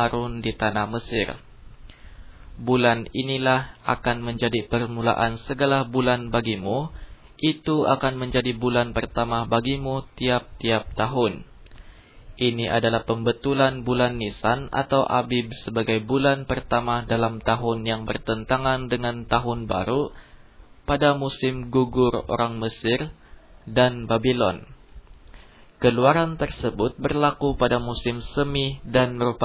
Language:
Indonesian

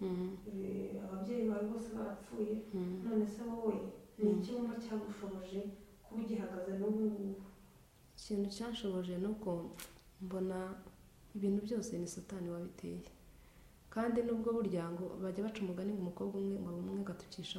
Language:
Kinyarwanda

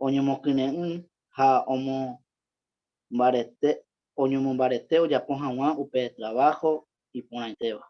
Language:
Guarani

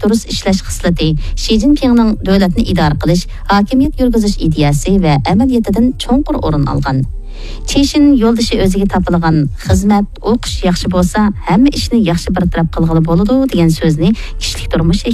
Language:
Uyghur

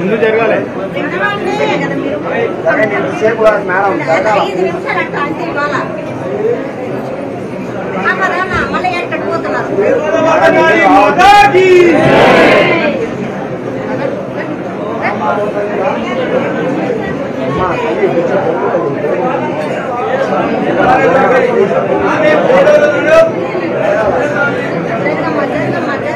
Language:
Telugu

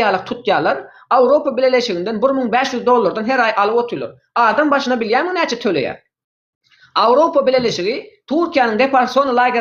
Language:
Turkmen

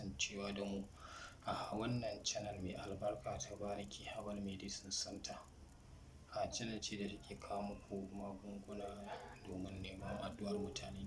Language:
Hausa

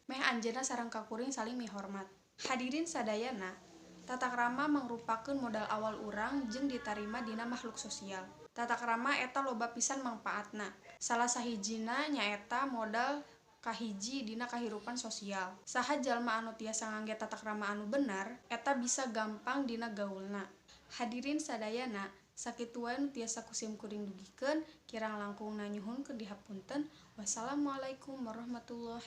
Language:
Sundanese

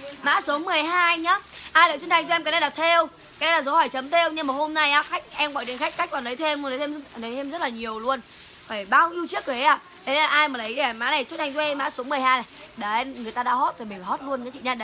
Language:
Vietnamese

